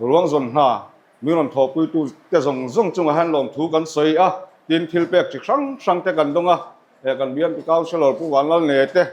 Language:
Mizo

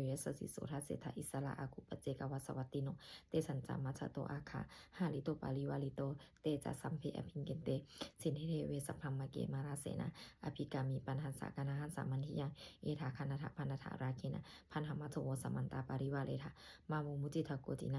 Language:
Pali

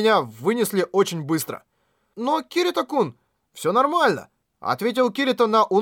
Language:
Russian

